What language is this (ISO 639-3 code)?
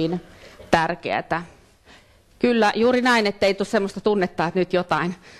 fin